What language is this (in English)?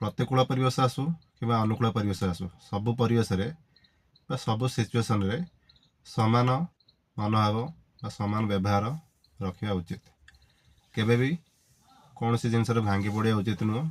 Odia